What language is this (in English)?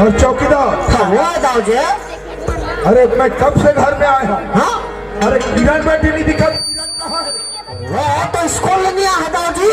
Chhattisgarhi